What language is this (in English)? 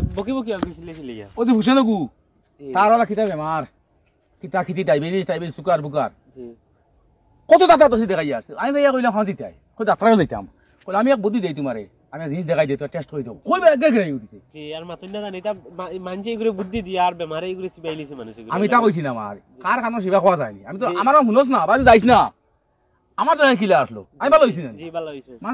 Sylheti